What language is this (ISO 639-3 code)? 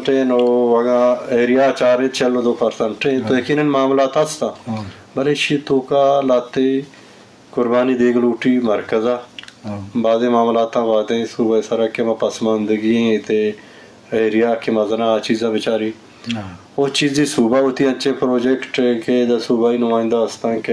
bgp